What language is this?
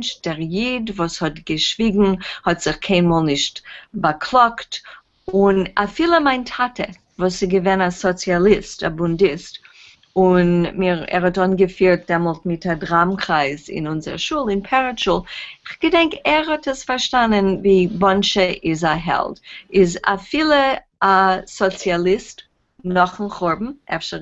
Yiddish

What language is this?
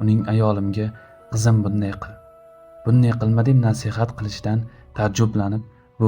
Uzbek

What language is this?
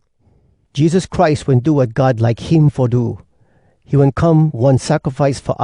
Hawai'i Creole English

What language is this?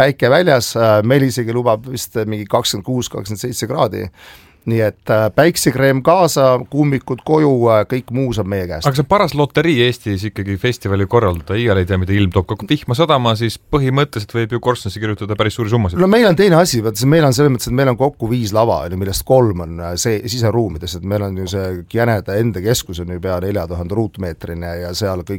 Estonian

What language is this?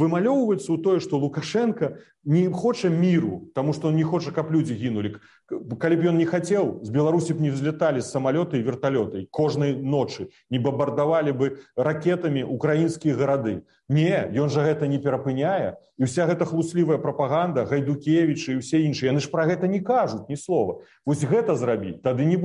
Belarusian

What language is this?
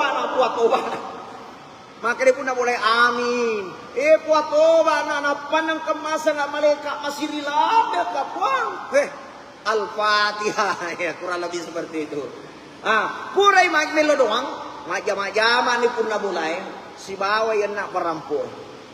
Buginese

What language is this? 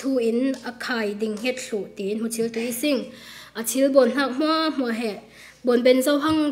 Falam Chin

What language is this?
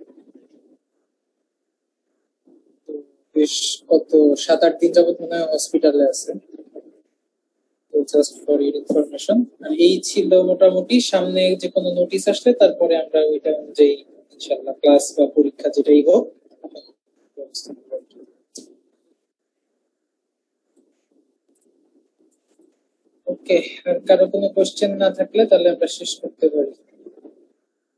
Bangla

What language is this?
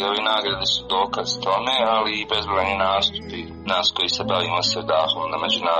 Serbian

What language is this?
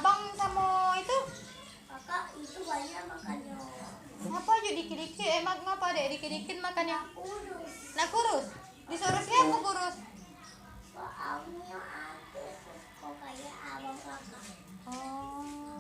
Musi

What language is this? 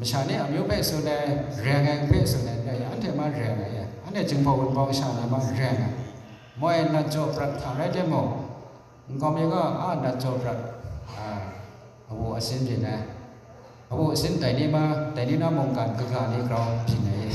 Kachin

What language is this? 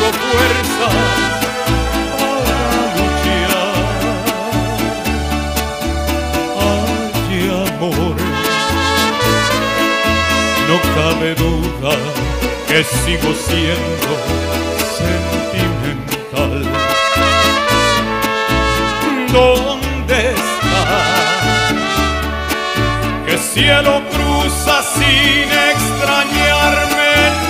Spanish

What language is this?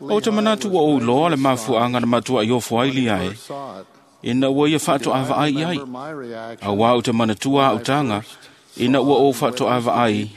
Samoan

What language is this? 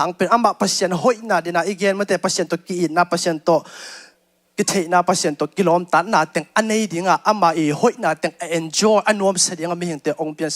Tedim Chin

